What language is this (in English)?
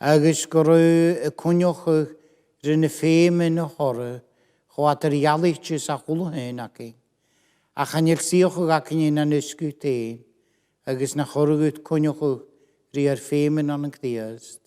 Scottish Gaelic